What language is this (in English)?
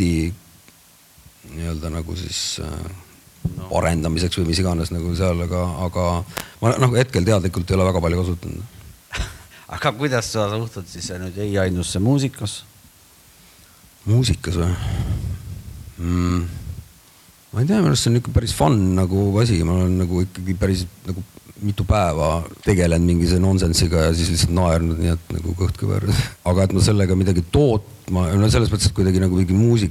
Estonian